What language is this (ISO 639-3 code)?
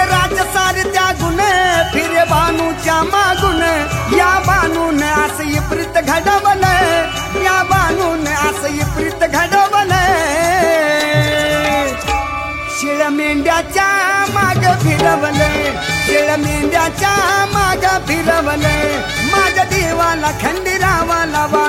mar